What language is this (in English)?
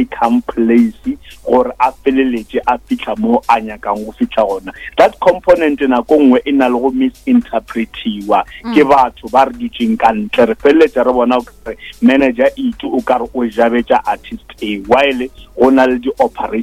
Northern Sotho